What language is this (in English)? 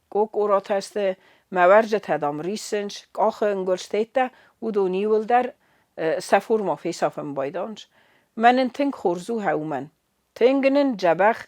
Ossetic